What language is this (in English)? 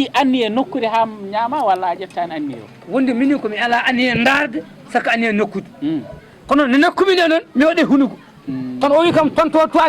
Fula